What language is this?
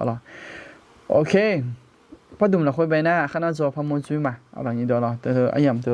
Akha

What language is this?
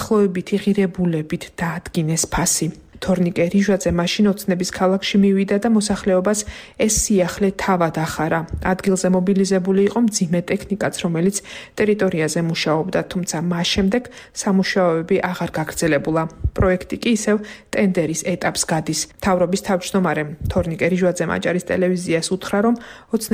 Georgian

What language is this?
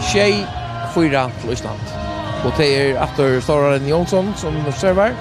Faroese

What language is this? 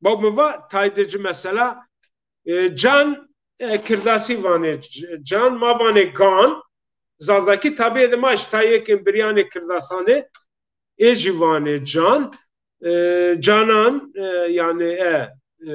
Zaza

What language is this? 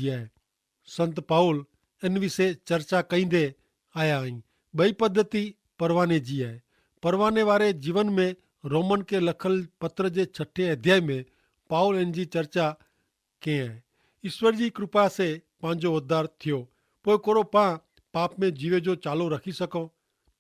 Kachhi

